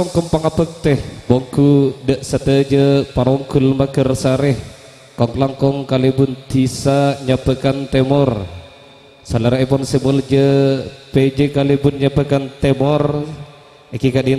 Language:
Madurese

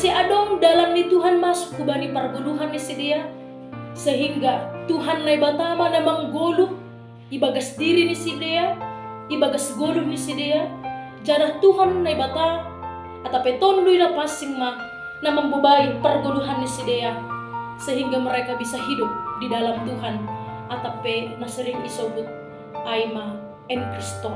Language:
Batak Simalungun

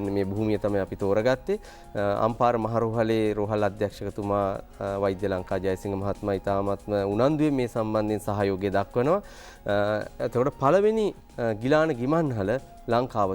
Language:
Sinhala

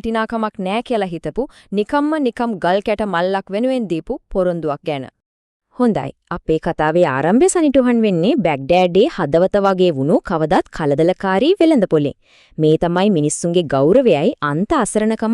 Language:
Sinhala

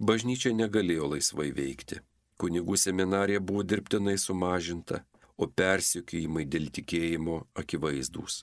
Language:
Lithuanian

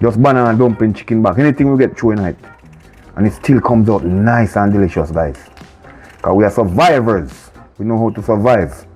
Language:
Jamaican Creole English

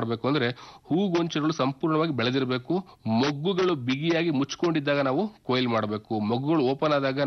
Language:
Kannada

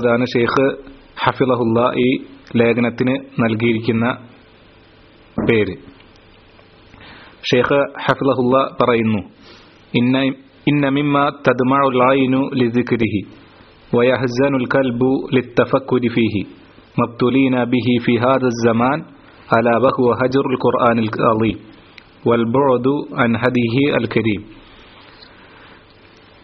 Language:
Malayalam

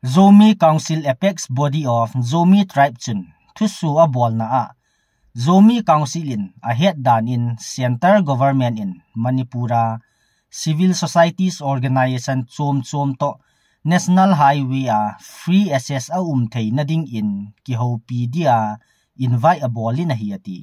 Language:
Thado Chin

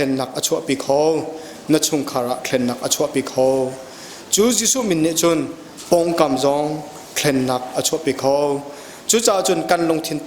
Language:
Hakha Chin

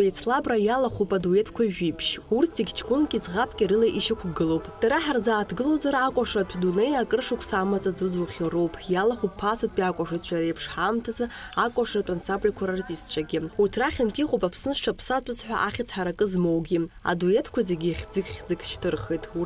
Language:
Abkhazian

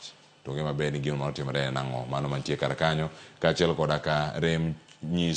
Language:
Luo (Kenya and Tanzania)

